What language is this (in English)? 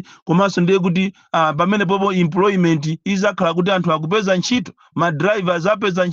Nyanja